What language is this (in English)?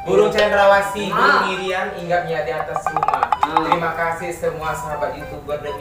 Musi